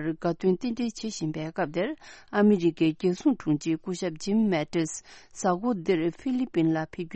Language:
Tibetan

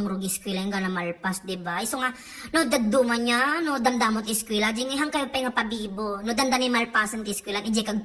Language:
Iloko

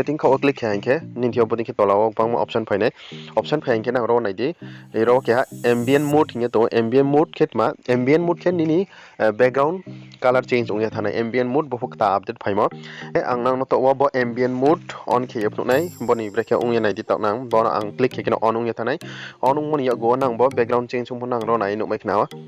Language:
Riang (India)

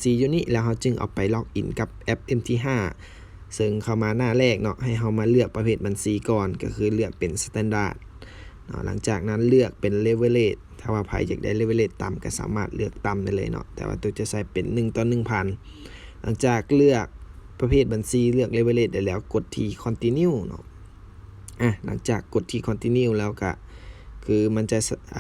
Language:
Lao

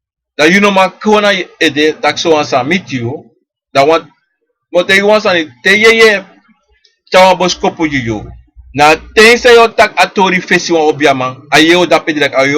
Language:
Sranan Tongo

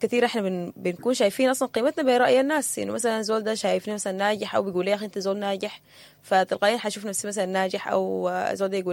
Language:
Sudanese Arabic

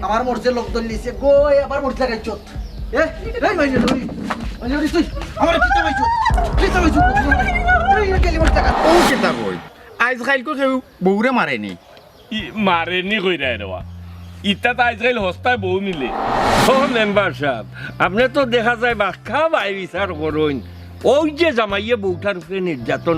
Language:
Sylheti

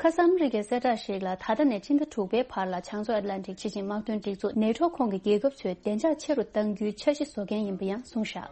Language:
Tibetan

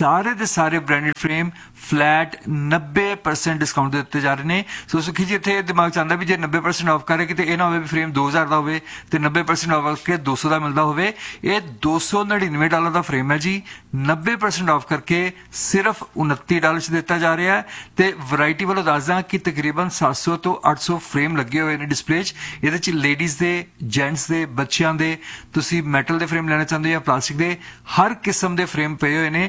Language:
Punjabi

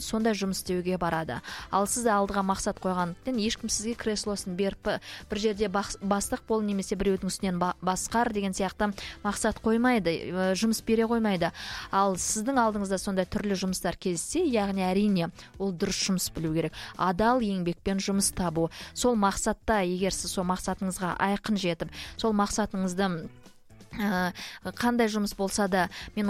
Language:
Kazakh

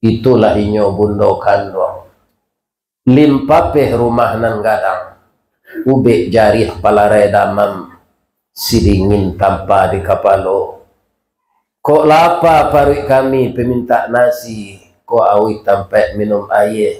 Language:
Minangkabau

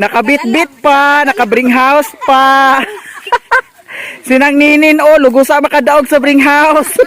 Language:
Cebuano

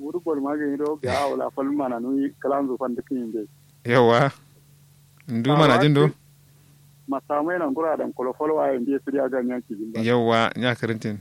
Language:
Kanuri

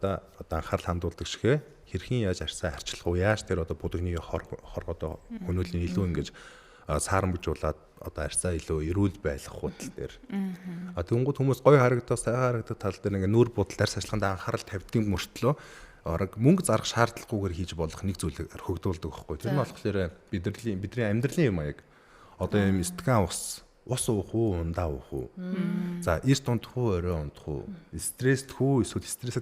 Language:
Mongolian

